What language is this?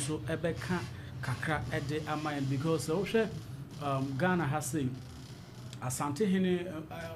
Akan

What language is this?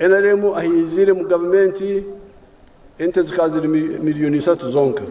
Nyankole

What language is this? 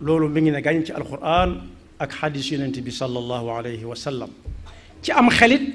Wolof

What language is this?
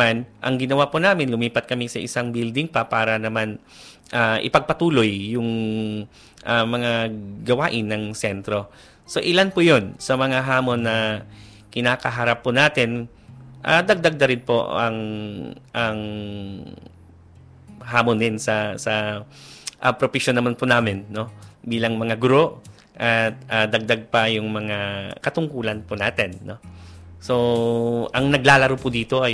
Filipino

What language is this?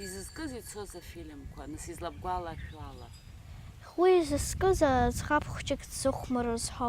Abkhazian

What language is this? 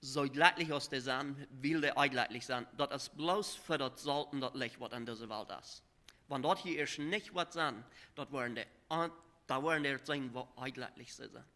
Plautdietsch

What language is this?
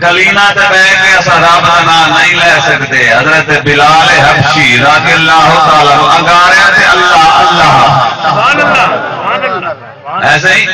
Saraiki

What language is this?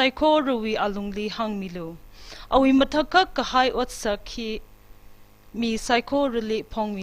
Tangkhul Naga (India)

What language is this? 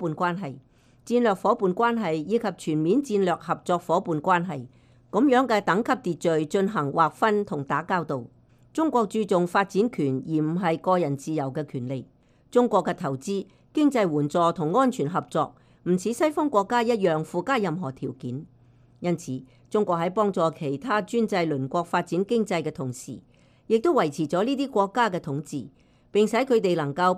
Cantonese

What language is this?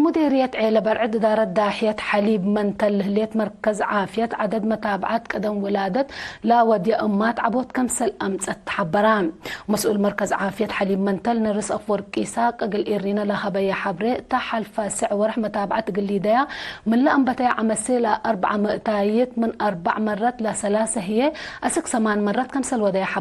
Tigre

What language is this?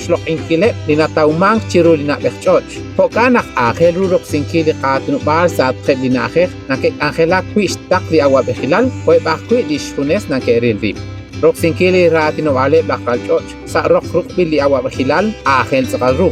Kekchí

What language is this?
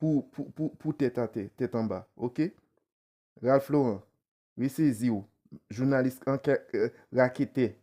Haitian Creole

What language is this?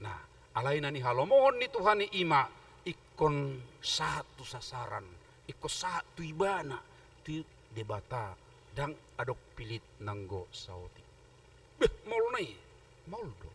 Batak Toba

